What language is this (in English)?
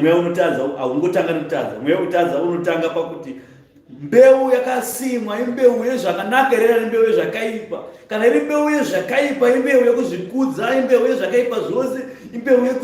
Shona